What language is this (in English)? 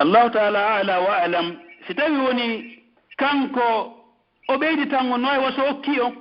Pular